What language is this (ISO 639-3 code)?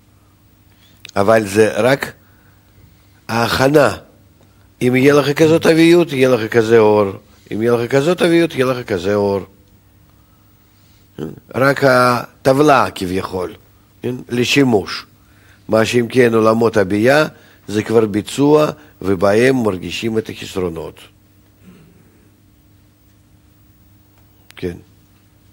heb